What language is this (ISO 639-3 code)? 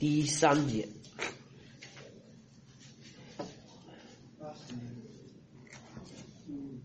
zho